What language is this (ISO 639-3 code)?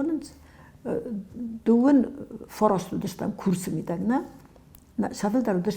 oss